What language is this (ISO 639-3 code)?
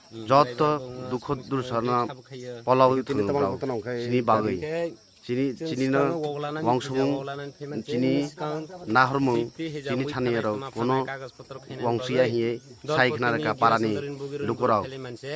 trp